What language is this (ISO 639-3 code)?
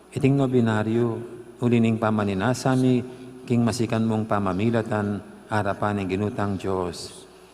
pam